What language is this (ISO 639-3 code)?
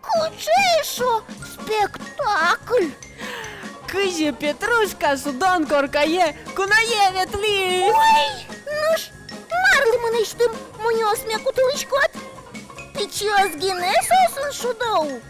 udm